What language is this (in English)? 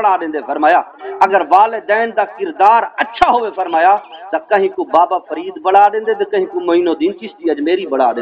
Saraiki